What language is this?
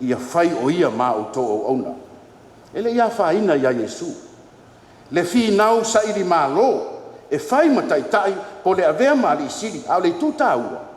Samoan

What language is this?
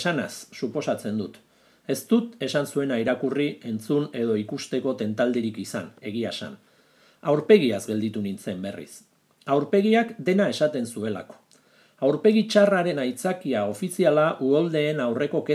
Basque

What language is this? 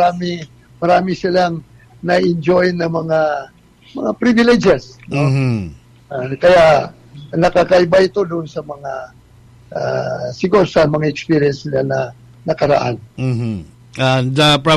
Cebuano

